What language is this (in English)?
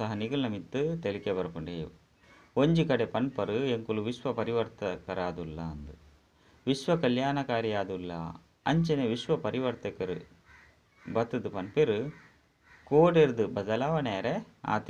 Tulu